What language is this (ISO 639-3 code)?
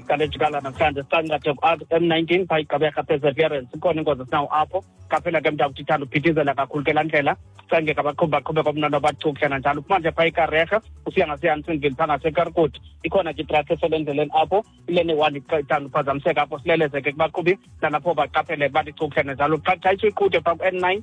xho